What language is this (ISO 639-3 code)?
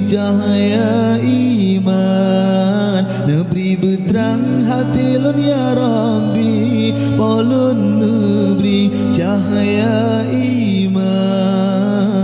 ace